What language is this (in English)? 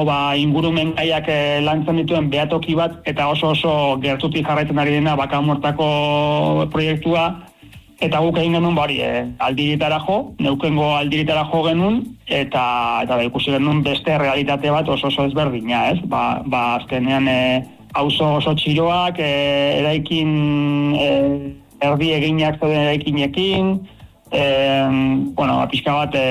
Basque